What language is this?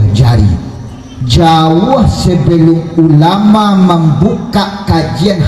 Minangkabau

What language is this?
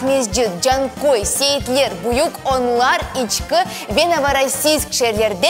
Crimean Tatar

